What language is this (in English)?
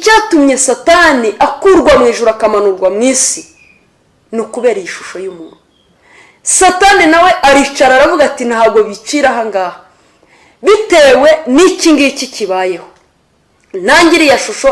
Kinyarwanda